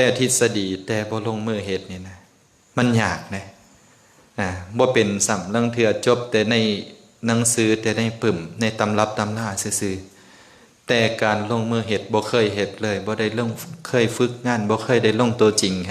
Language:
Lao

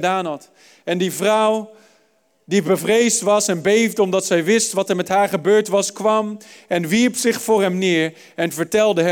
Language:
Dutch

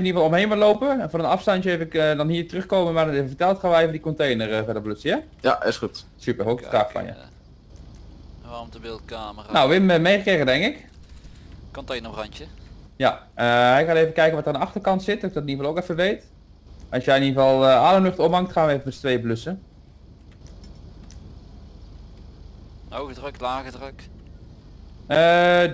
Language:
Dutch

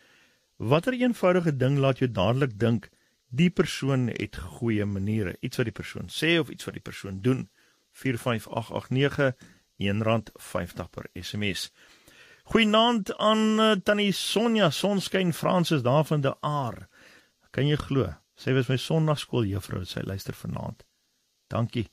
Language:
Afrikaans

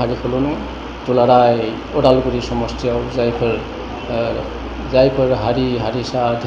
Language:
Bodo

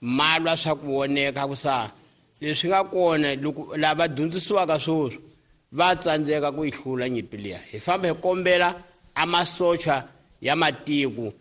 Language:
Tsonga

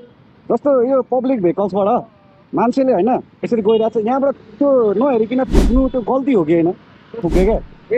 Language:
Nepali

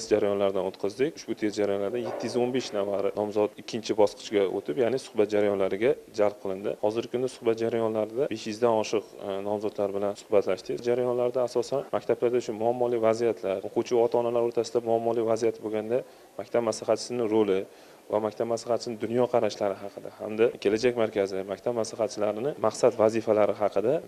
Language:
Uzbek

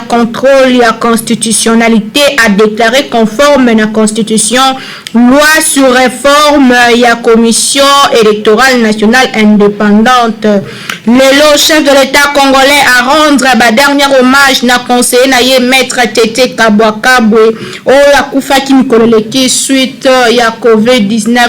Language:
Lingala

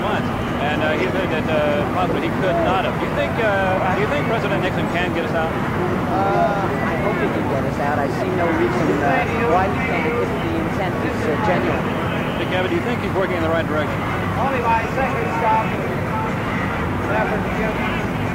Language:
English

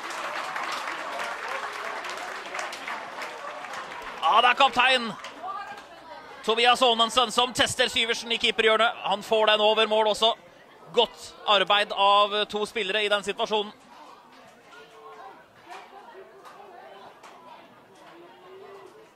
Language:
Norwegian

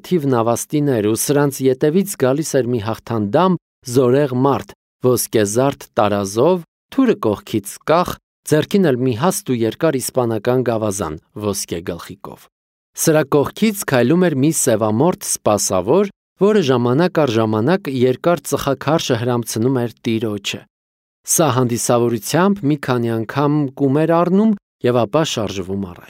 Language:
Armenian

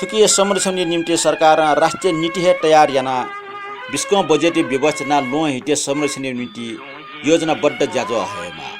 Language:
Newari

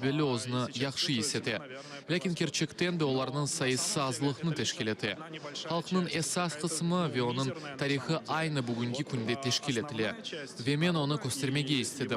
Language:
Crimean Tatar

